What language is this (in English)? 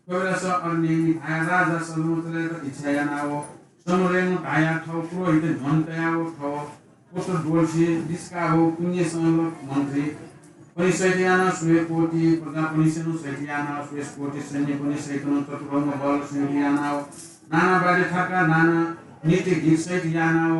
Newari